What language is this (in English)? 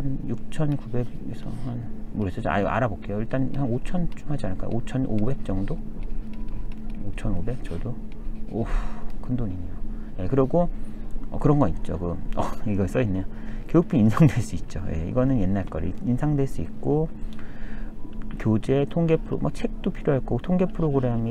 Korean